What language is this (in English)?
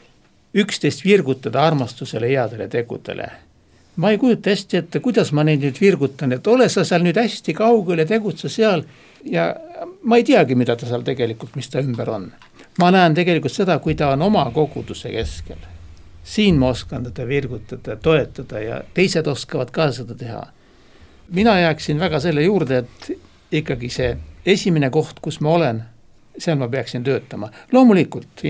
Estonian